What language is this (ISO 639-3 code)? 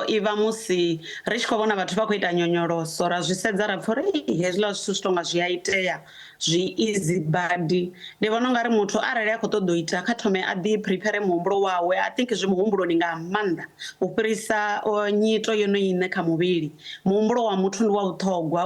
ven